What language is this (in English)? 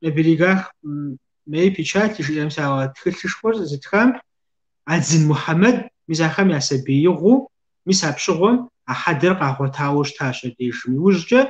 Kabardian